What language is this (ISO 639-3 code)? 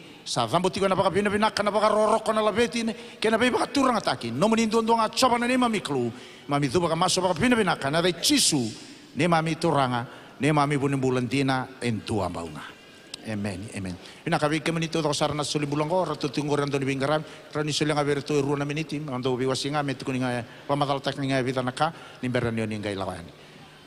fij